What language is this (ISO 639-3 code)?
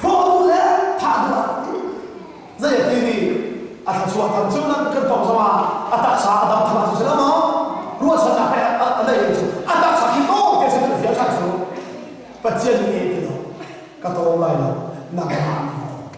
cnh